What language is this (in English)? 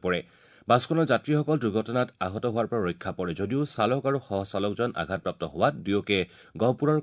Assamese